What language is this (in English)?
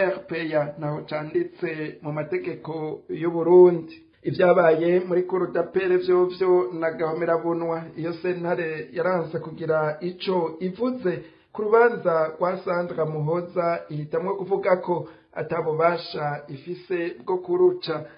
Rundi